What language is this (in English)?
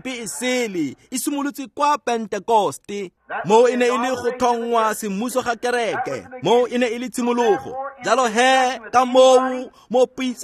Tswana